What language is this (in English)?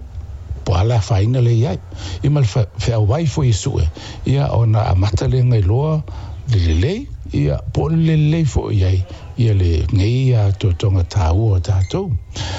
Samoan